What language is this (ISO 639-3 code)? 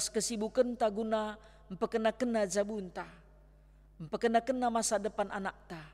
btx